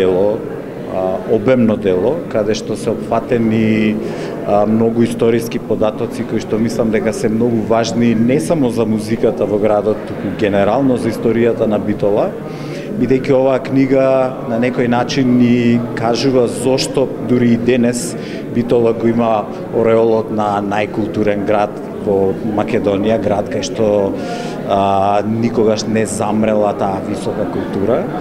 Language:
Macedonian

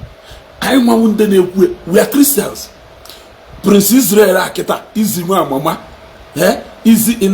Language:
Igbo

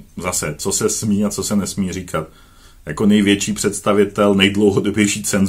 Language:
Czech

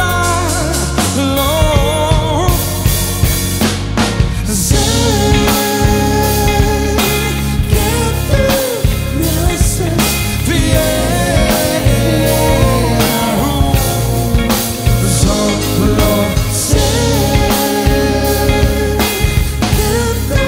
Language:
Spanish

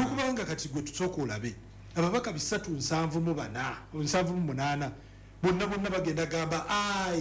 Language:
Ganda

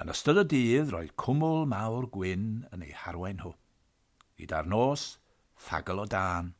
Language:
Welsh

